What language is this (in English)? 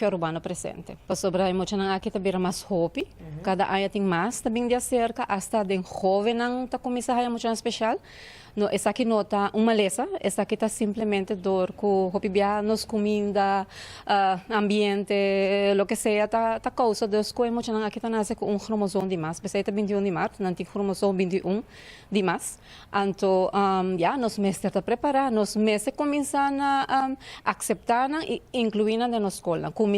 Papiamento